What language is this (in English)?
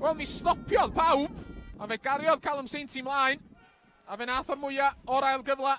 Welsh